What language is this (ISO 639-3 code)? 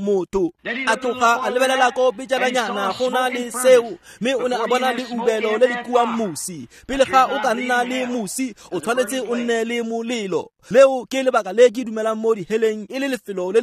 tsn